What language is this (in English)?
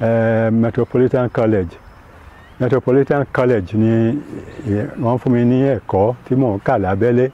Yoruba